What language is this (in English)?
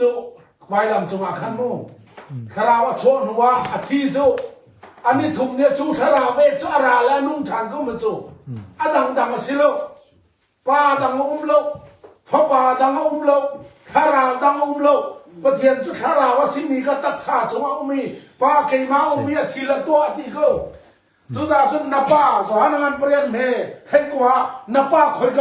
Hakha Chin